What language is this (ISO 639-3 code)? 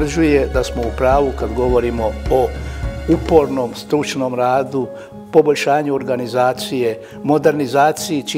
hrv